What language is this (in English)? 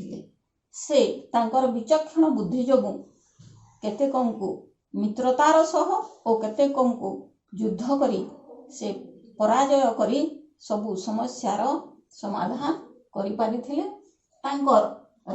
Odia